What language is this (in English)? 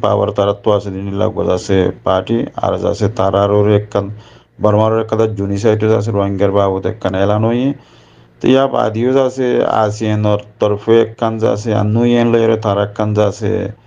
Rohingya